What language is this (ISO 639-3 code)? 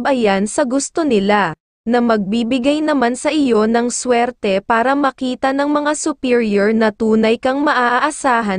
fil